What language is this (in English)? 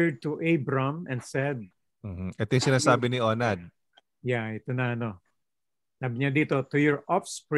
Filipino